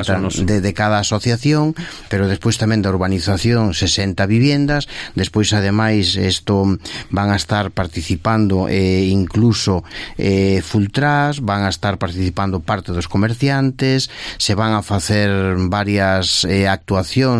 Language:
Galician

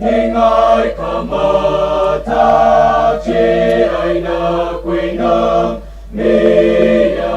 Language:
Tangkhul Naga (India)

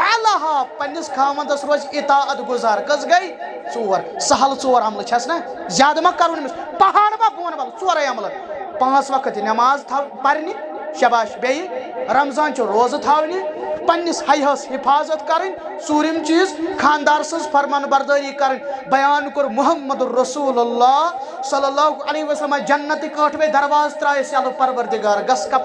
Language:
Kashmiri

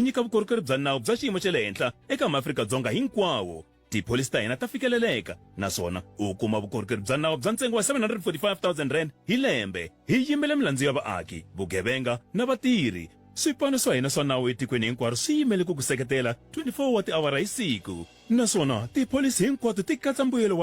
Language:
Tsonga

